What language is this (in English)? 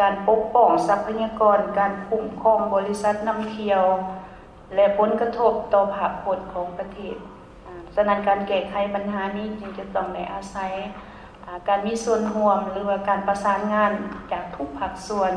Lao